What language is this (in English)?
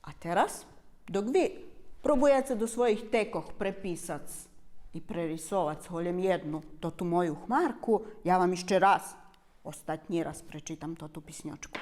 Rusyn